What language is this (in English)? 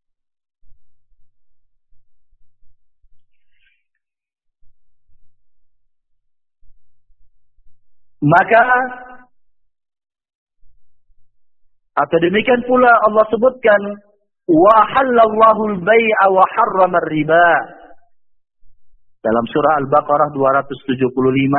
Indonesian